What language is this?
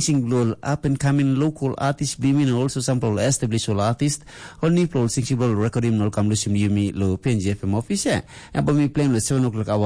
Tok Pisin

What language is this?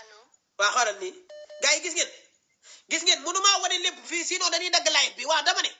Wolof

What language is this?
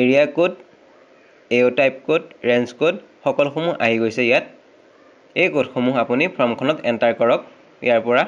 Assamese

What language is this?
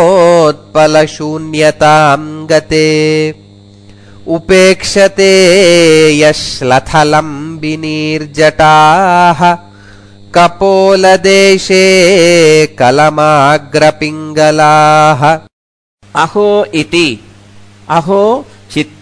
Sanskrit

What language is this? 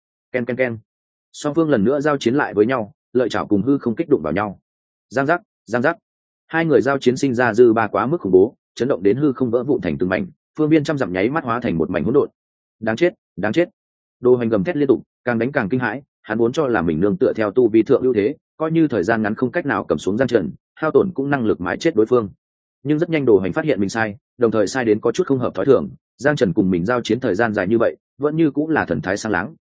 Vietnamese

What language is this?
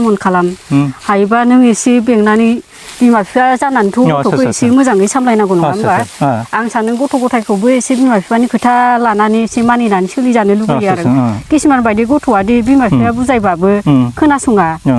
Bodo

